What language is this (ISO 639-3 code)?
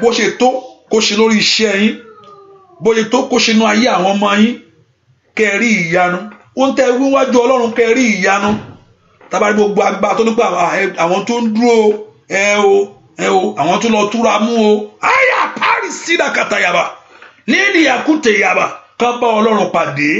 yor